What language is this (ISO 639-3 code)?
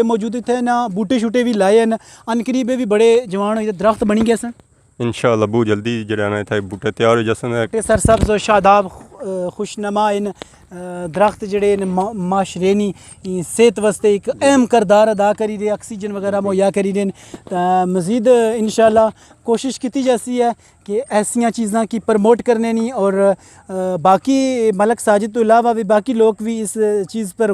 phr